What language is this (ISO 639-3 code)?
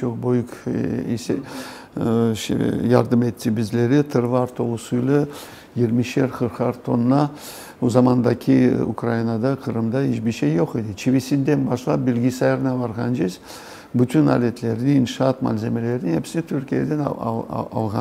crh